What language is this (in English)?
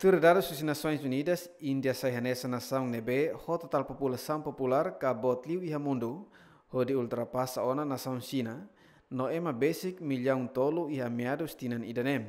Tetum